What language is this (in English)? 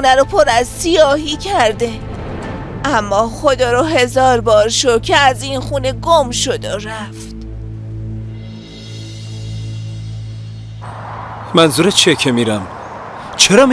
Persian